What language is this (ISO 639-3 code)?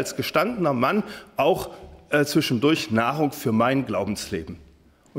deu